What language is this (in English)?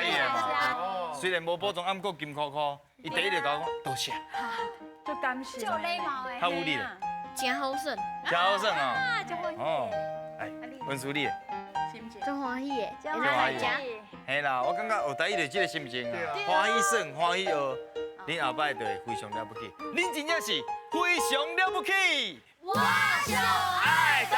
Min Nan Chinese